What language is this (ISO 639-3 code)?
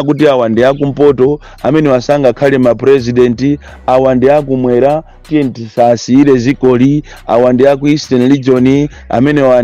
nya